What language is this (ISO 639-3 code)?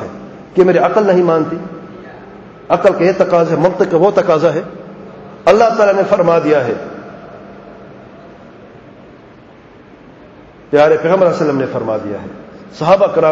urd